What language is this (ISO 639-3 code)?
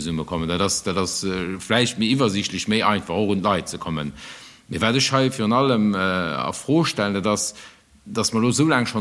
ltz